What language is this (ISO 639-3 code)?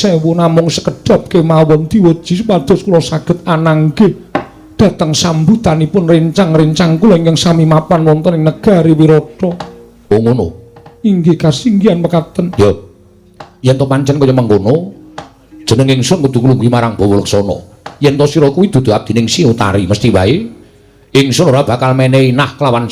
jav